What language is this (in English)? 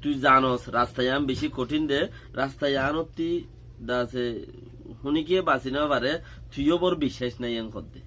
Rohingya